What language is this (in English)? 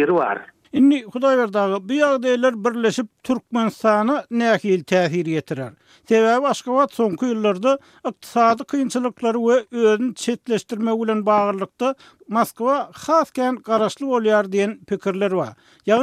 Turkmen